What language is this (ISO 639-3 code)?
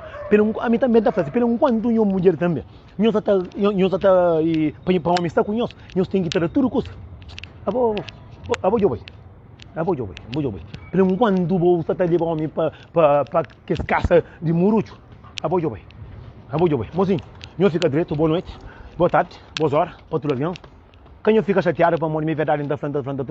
kea